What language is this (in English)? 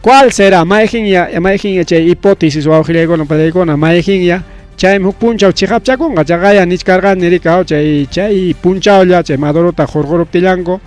Ayacucho Quechua